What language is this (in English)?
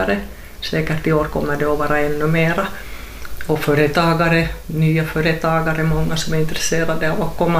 Swedish